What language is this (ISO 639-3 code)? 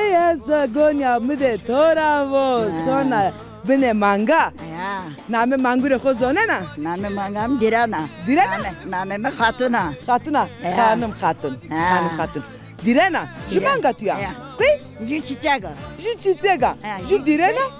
zza